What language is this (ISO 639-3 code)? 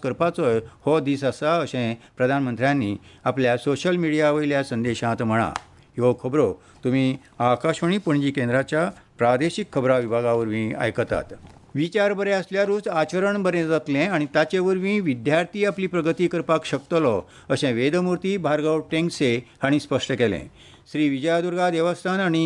kok